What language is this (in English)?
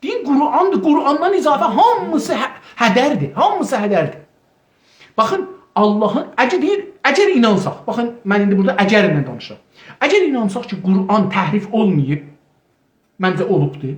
South Azerbaijani